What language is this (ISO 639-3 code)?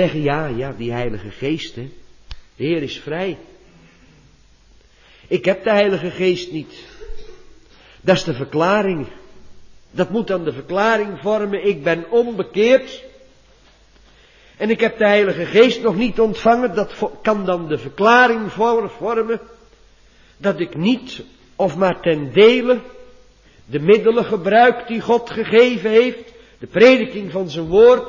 nld